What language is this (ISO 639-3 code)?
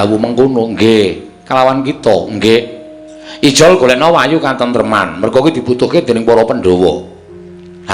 jav